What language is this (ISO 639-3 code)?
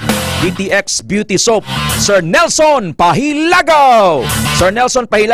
hil